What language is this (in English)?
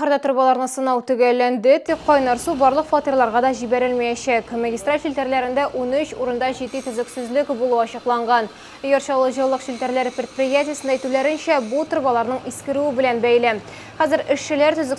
Tatar